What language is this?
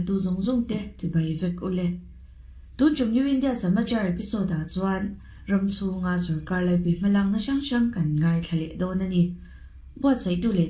Mizo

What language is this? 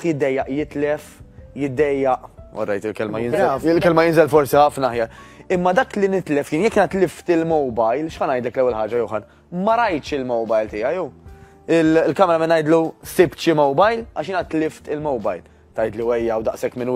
Maltese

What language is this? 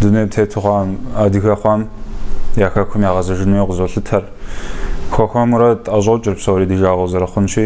Kabardian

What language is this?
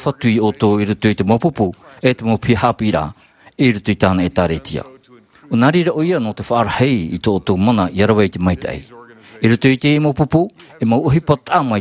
Tahitian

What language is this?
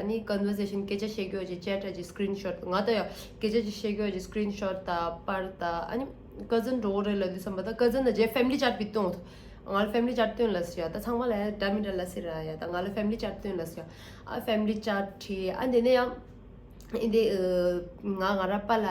Tibetan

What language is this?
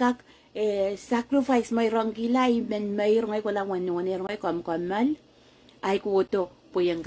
Pohnpeian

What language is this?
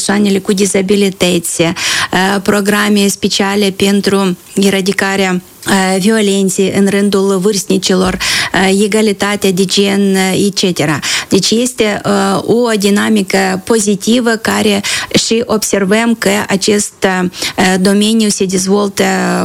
Romanian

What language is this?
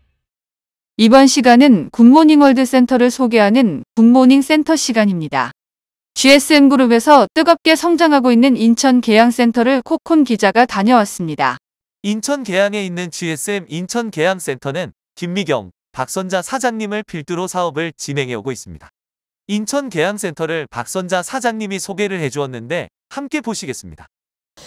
Korean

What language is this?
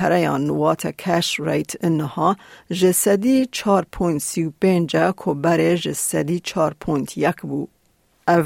Kurdish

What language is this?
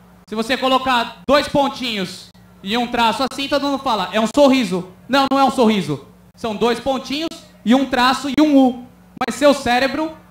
Portuguese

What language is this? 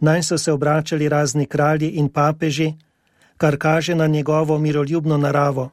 Slovenian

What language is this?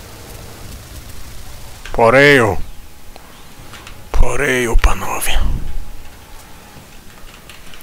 Polish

